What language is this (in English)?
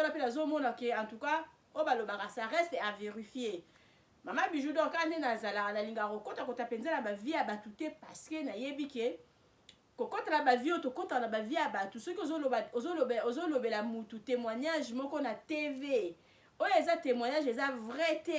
Lingala